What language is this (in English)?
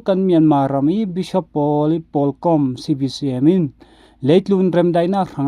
Falam Chin